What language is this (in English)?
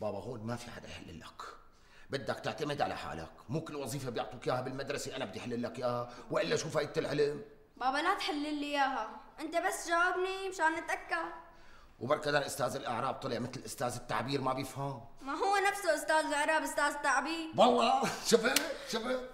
North Levantine Arabic